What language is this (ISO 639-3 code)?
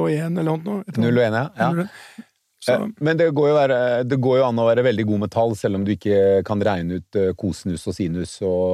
nor